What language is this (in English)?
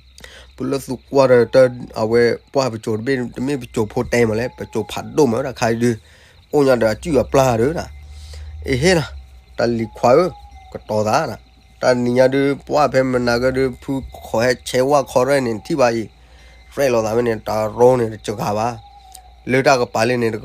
S'gaw Karen